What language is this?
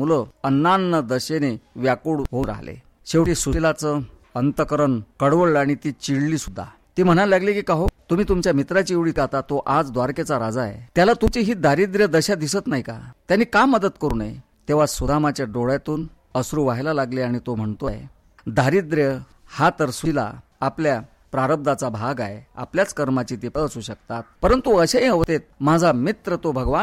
Marathi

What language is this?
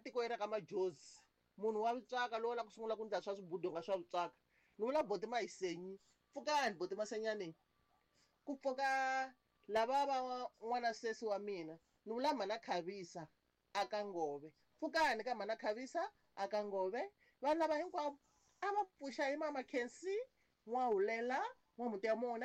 Tsonga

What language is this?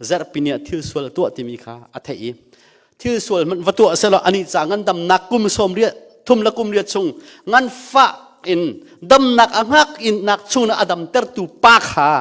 Hakha Chin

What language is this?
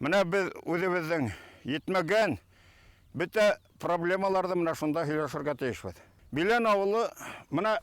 Bashkir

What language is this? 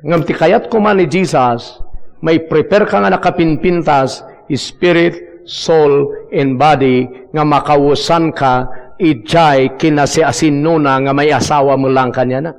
Iloko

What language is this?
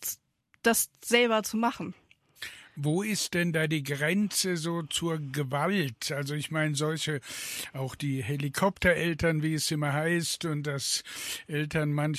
German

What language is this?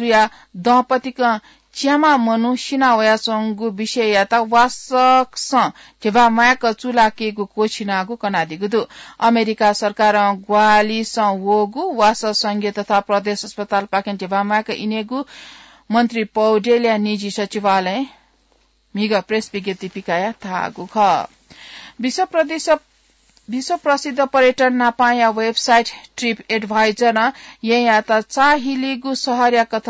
Newari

